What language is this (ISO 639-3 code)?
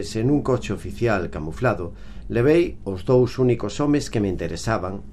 glg